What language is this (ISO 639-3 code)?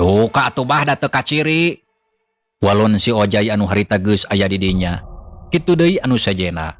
sun